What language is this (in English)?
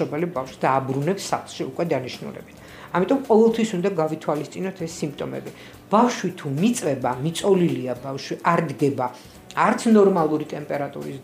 Georgian